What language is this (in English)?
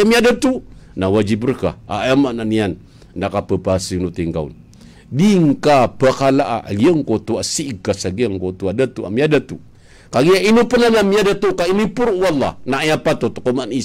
Maranao